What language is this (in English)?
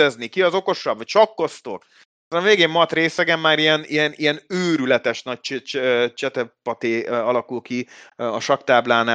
Hungarian